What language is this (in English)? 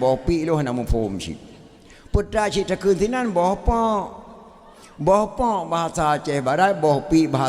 Achinese